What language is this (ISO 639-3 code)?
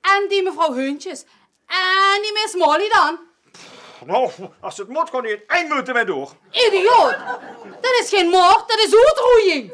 lim